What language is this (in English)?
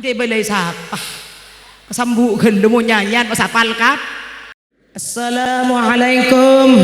Madurese